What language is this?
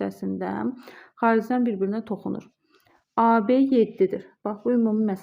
Azerbaijani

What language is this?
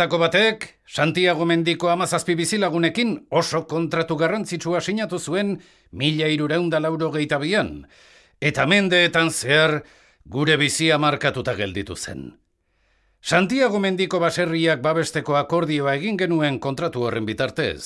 Basque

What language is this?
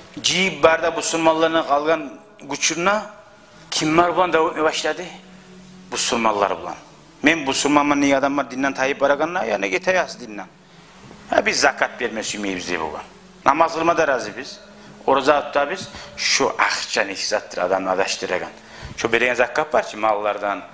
Kumyk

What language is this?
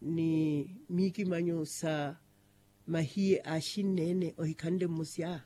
Makhuwa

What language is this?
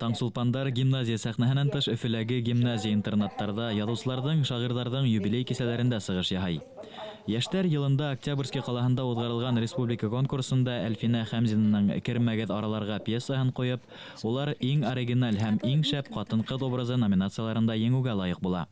Bashkir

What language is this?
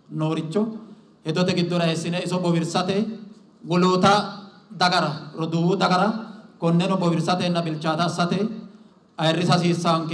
Sidamo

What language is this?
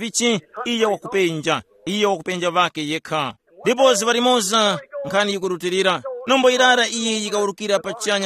Tumbuka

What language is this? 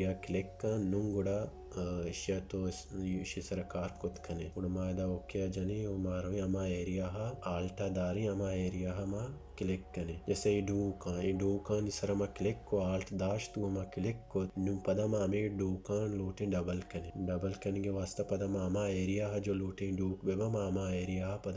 Baluchi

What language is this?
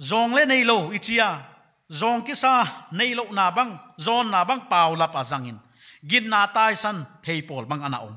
Paite Chin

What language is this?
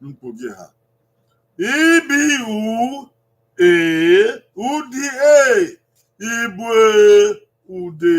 Bini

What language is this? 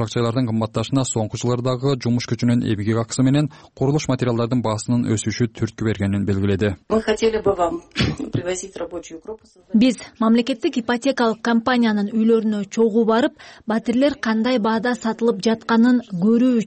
Kyrgyz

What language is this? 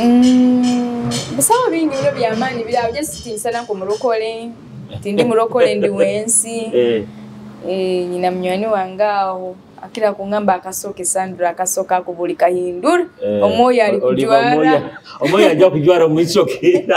Nyoro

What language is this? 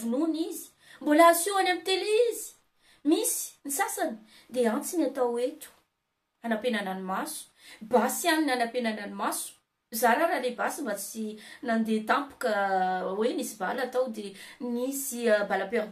Malagasy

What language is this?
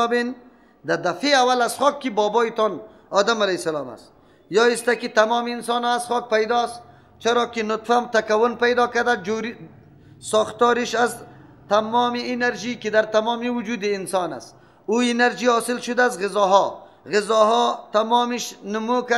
Persian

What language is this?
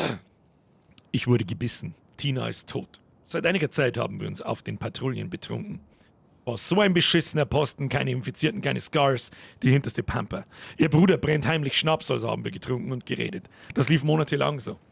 Bavarian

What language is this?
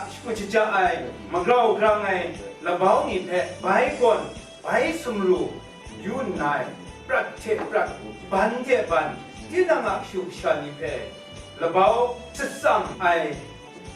Kachin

